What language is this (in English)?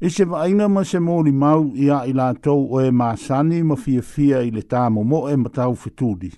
Samoan